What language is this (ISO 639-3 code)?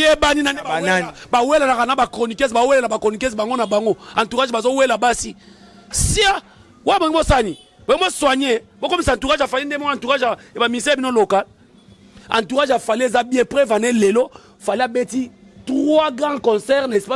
lin